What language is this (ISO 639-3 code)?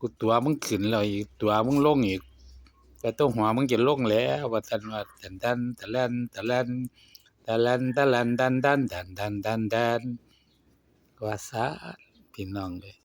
tts